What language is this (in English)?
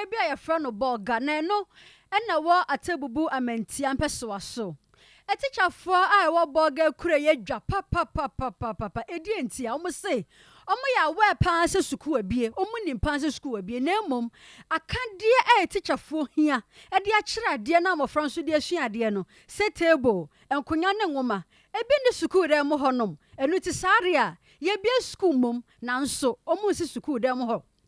Akan